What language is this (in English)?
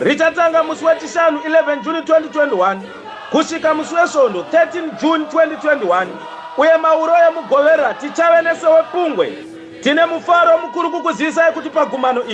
Shona